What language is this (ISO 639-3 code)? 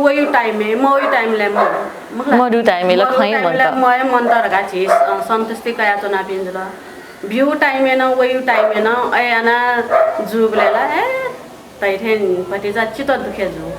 new